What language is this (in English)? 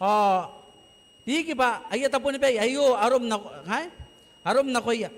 Gilbertese